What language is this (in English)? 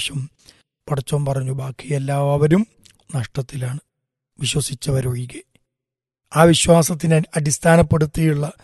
Malayalam